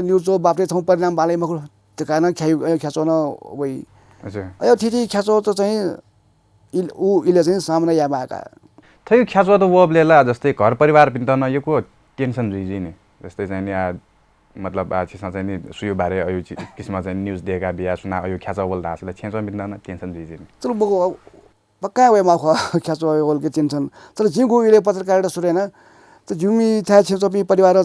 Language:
Newari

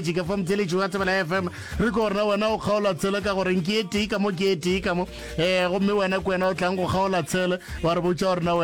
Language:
Northern Sotho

